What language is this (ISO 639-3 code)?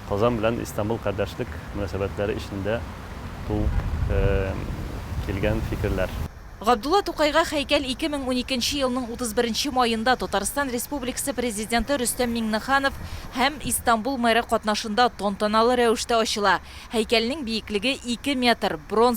tat